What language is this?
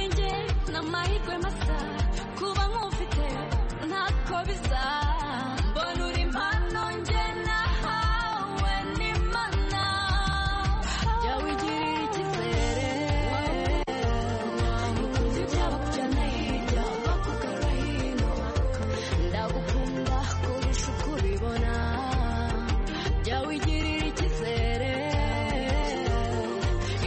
Kinyarwanda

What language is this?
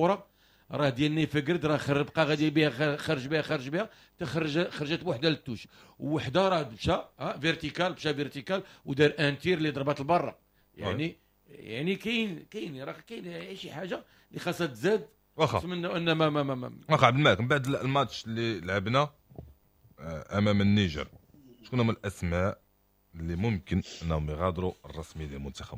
Moroccan Arabic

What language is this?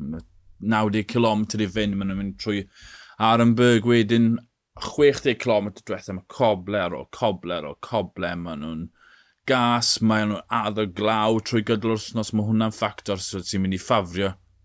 Welsh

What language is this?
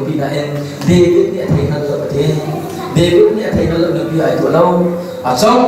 Hakha Chin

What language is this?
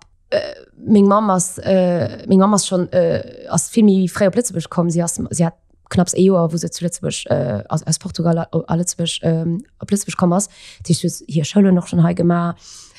Luxembourgish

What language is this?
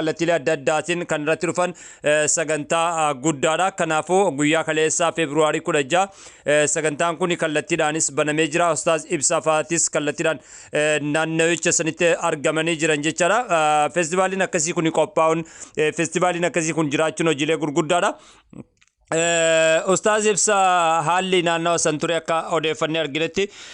Oromo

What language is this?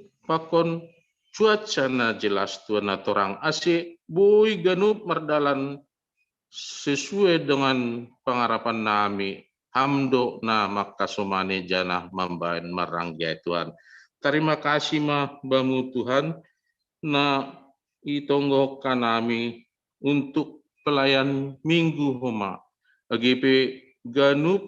Batak Simalungun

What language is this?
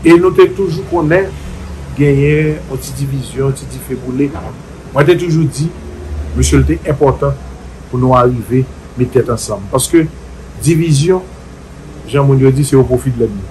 Haitian Creole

